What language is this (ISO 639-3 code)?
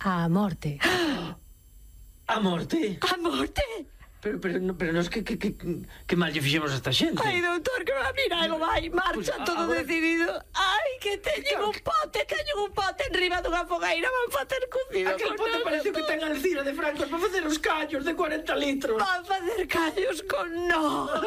glg